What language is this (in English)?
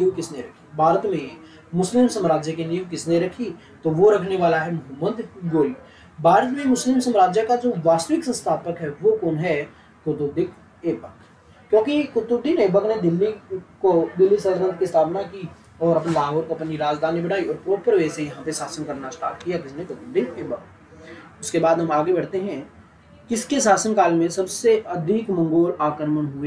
Hindi